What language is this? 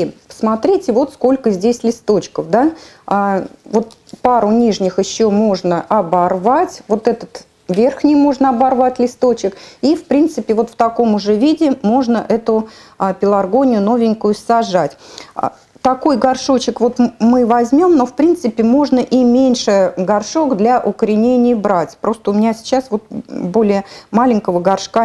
Russian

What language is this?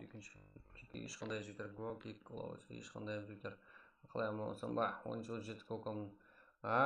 Kara-Kalpak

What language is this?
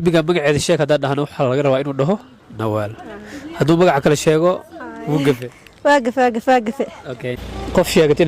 Somali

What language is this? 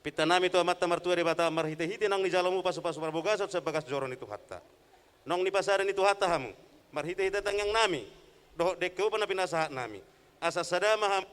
Batak Toba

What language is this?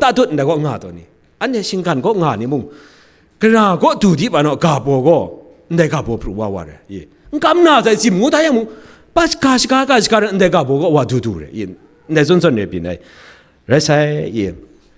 Kachin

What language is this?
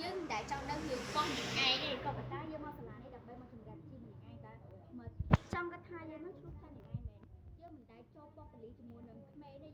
Khmer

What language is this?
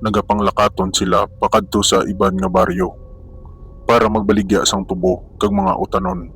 Hiligaynon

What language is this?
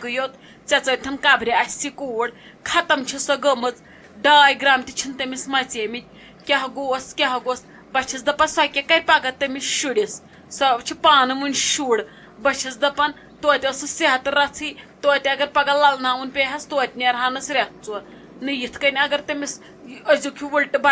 Kashmiri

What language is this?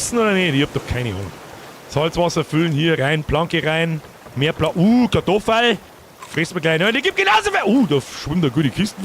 Bavarian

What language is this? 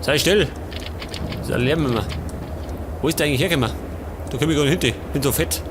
Bavarian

